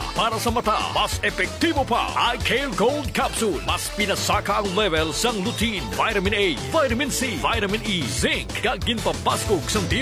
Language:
Hiligaynon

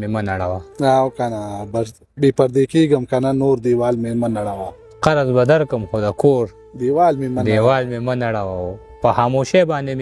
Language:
Pashto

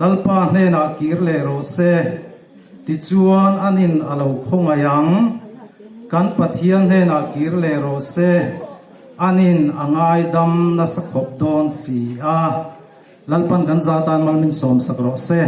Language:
Hmar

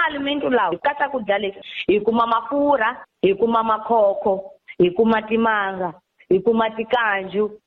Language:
Tsonga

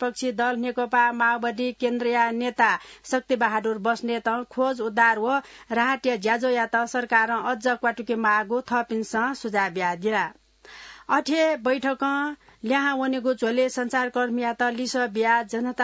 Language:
Newari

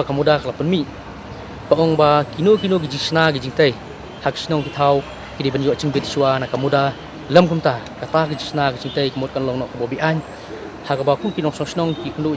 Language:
Khasi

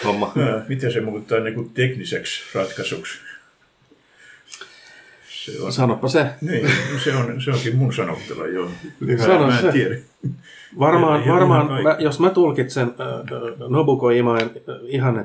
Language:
Finnish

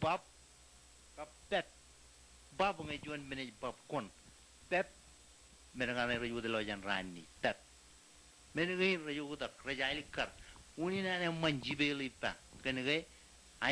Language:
Marshallese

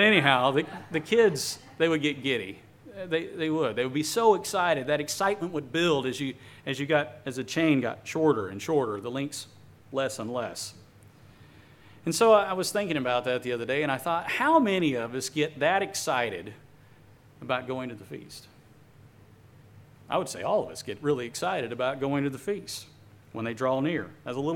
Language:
English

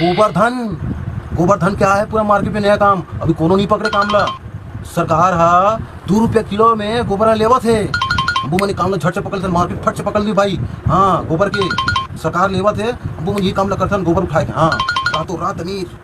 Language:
Chhattisgarhi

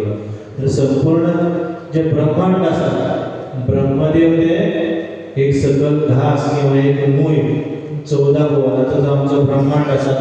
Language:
Konkani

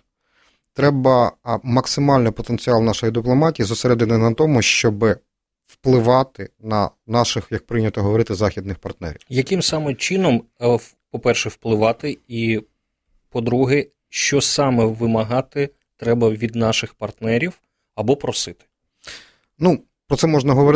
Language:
Ukrainian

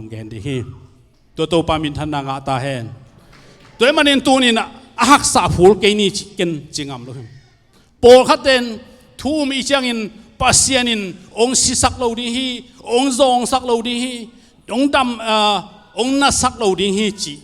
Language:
Tedim Chin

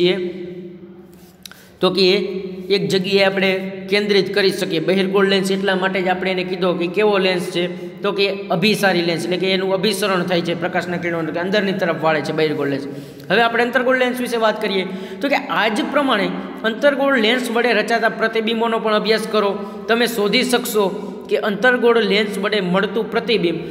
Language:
Gujarati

